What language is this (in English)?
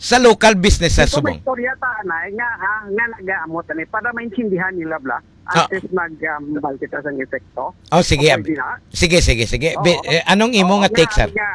Hiligaynon